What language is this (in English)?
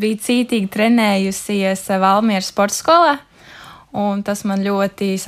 Latvian